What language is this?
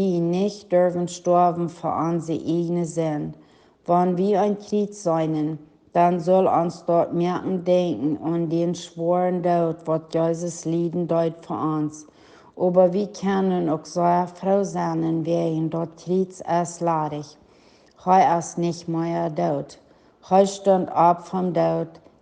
Plautdietsch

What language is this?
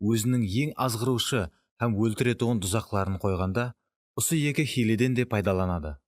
Kara-Kalpak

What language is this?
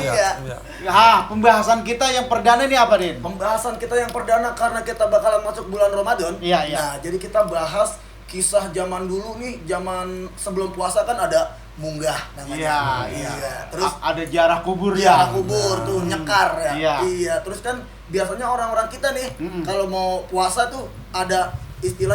Betawi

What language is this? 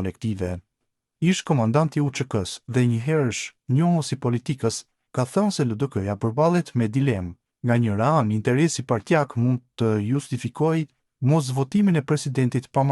Albanian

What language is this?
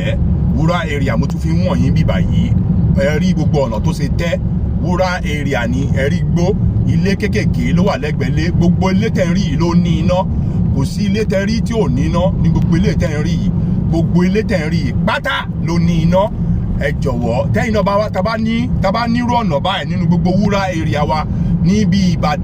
Yoruba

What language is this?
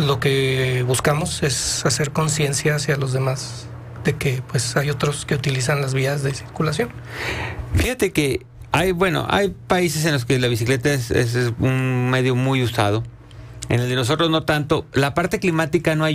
Spanish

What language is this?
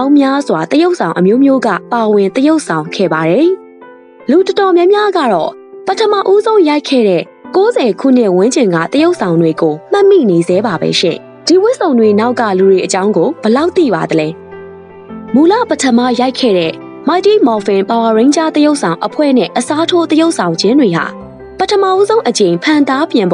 Burmese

